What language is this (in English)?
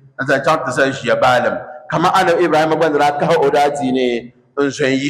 Dagbani